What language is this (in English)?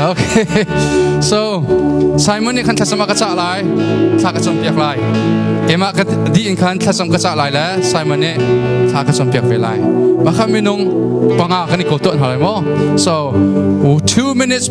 Hakha Chin